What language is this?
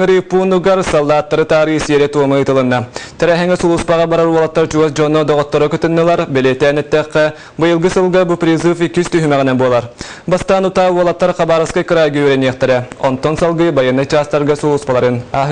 Yakut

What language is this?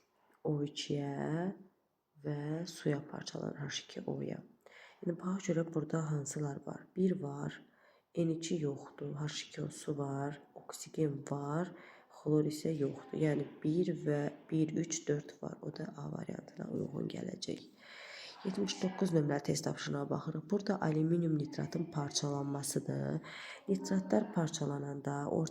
Azerbaijani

